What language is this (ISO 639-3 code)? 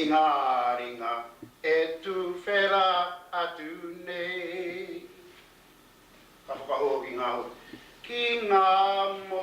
mri